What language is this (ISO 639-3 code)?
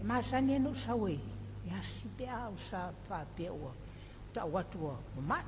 smo